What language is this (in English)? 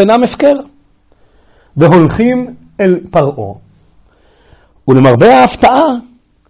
Hebrew